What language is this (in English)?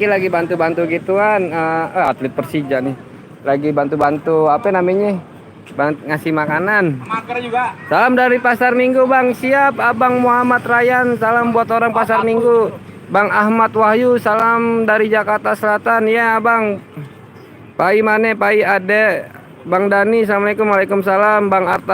Betawi